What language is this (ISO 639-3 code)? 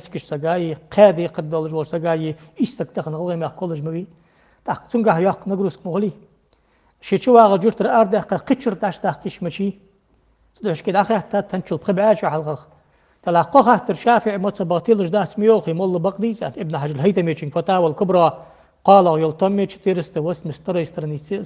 inh